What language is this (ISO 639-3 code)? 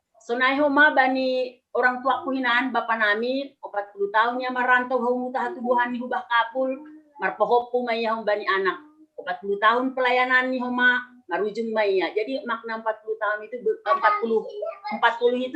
bts